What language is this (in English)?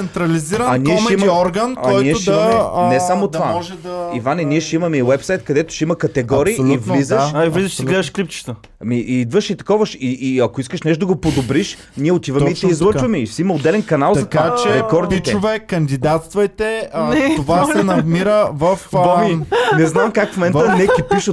Bulgarian